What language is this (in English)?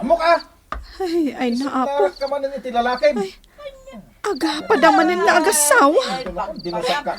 Iloko